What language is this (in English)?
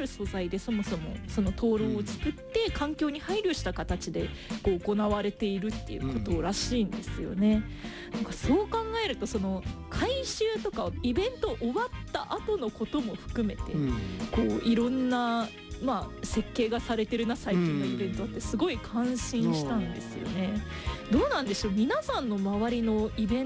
Japanese